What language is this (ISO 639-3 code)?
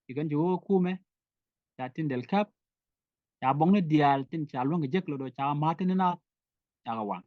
nus